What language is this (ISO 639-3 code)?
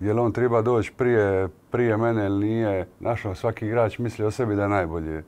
hrv